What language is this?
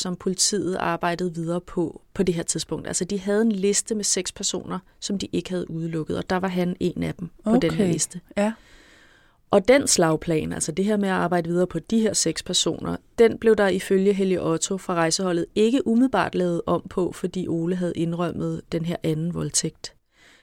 Danish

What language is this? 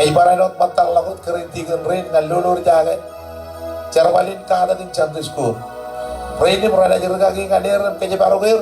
Marshallese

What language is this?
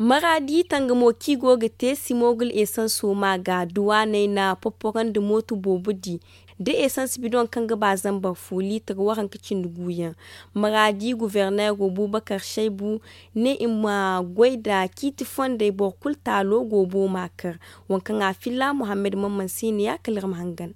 Zarma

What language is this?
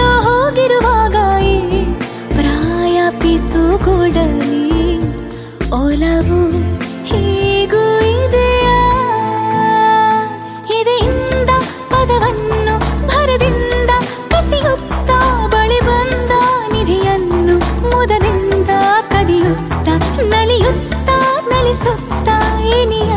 Kannada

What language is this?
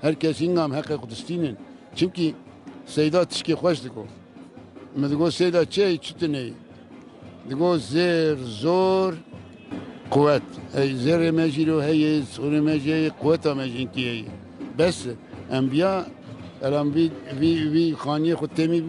Kurdish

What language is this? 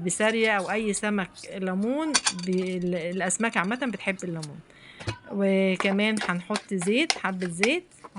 Egyptian Arabic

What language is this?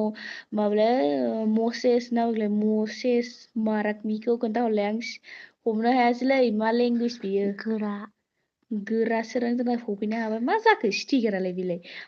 Bodo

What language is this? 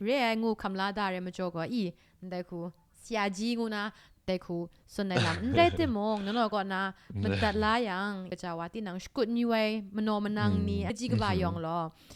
Kachin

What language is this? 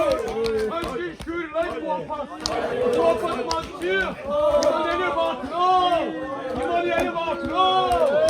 Kashmiri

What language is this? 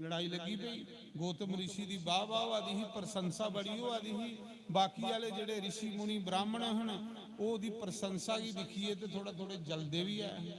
Dogri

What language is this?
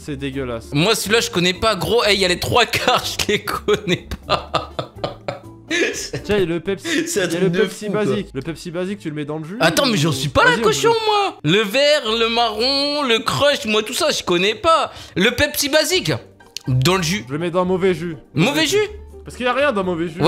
French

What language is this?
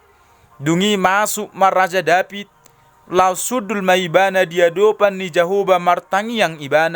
Batak Toba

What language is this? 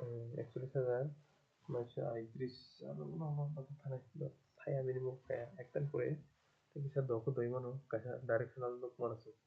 Kok Borok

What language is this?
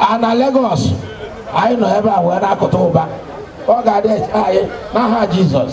Igbo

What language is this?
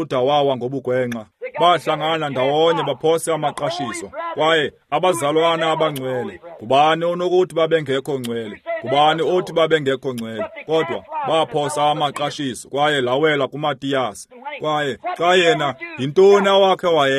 Xhosa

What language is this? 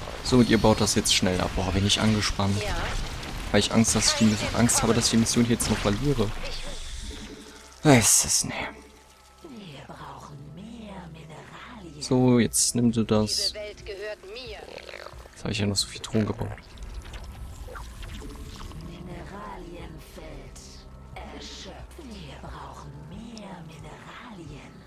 German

